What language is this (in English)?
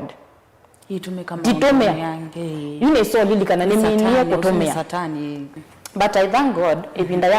Kamba